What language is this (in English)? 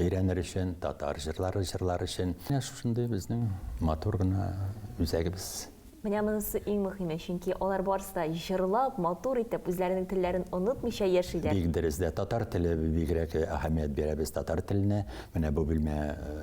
Tatar